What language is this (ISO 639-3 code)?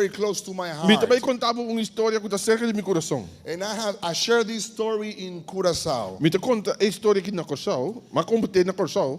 pap